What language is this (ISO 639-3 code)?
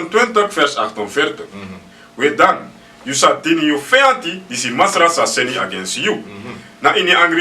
srn